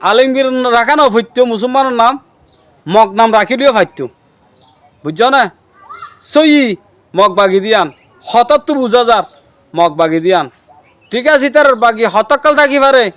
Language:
Rohingya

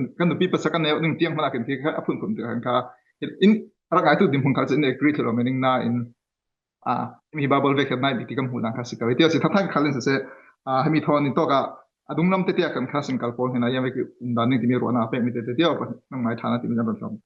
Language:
Falam Chin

